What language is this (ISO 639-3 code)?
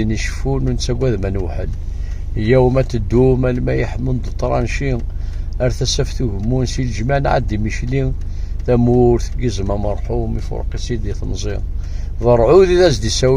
kab